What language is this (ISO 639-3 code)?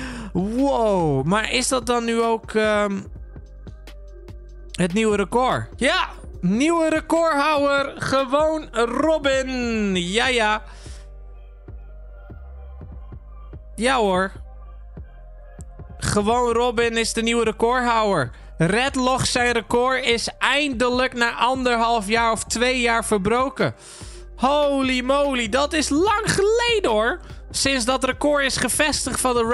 nld